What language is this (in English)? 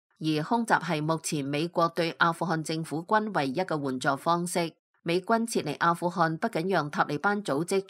Cantonese